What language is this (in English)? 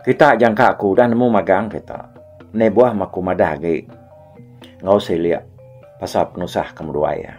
Iban